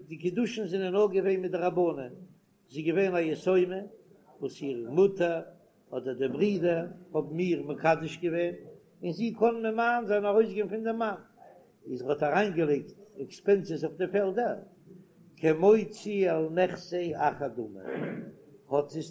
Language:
Yiddish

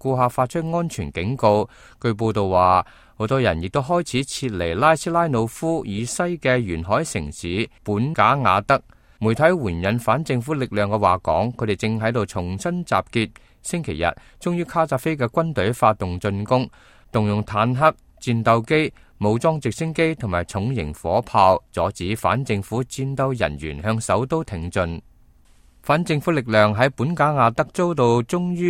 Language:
Cantonese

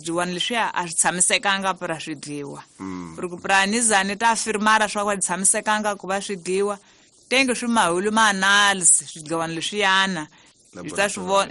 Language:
Tsonga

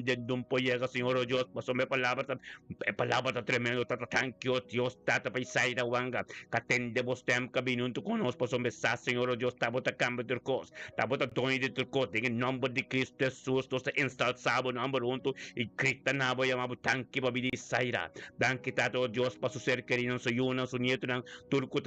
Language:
Papiamento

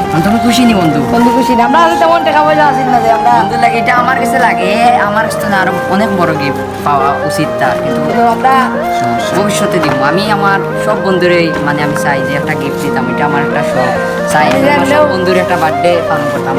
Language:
Sylheti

